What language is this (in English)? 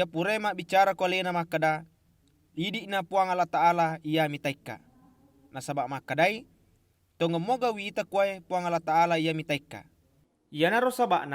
Buginese